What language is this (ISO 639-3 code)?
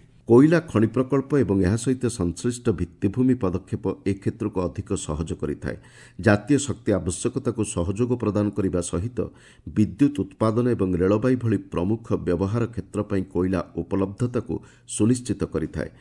ori